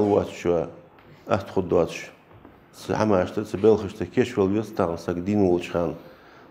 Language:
Ingush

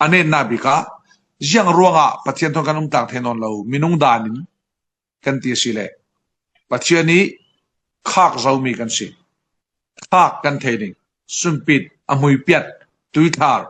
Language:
Falam Chin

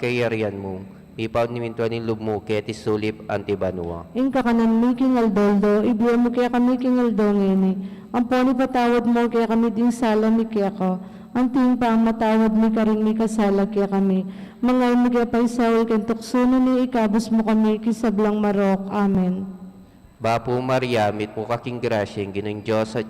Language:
Pampanga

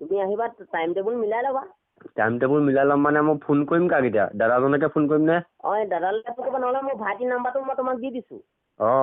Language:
Assamese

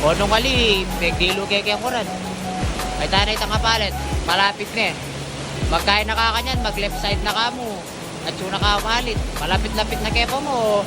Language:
Pampanga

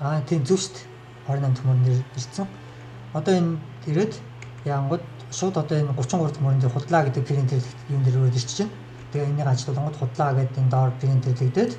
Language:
Mongolian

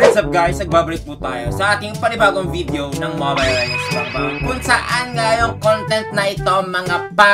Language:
Filipino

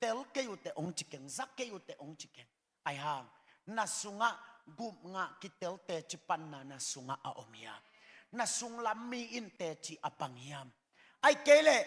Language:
Tedim Chin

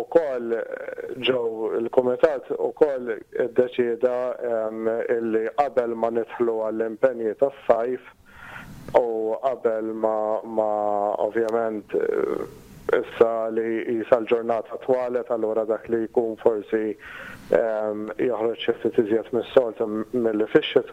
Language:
Maltese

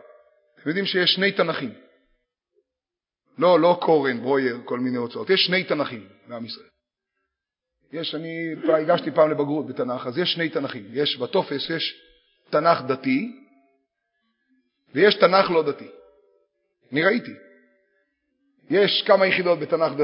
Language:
Hebrew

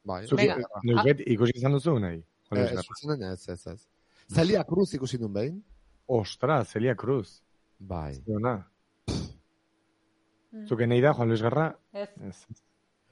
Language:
Basque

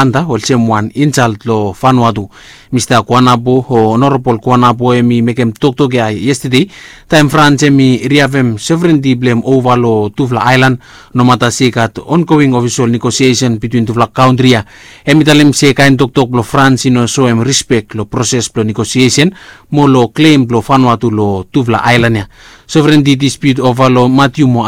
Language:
Bislama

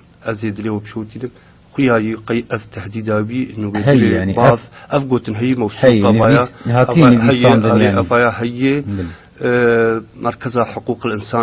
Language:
Kurdish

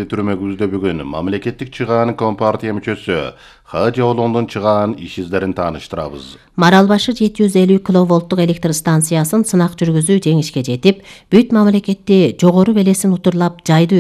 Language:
Kyrgyz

